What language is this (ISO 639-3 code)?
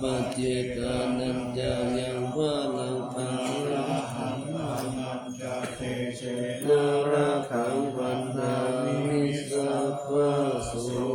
pli